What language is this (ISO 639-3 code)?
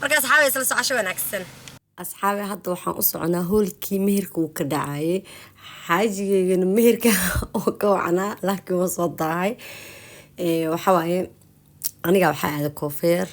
som